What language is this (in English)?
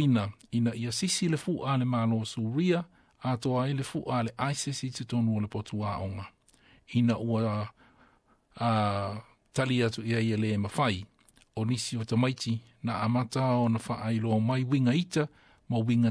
Samoan